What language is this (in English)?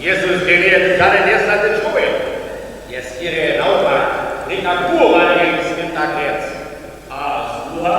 Upper Sorbian